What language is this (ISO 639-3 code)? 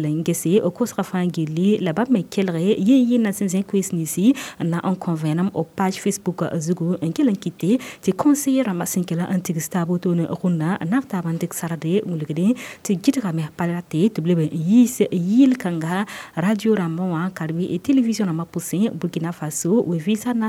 mos